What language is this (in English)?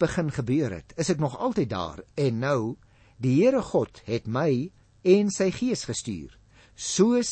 Afrikaans